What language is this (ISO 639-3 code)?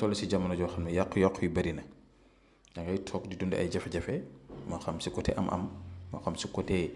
wol